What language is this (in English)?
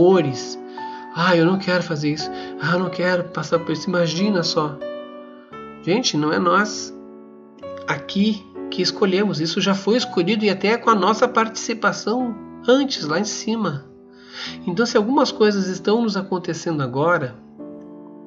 Portuguese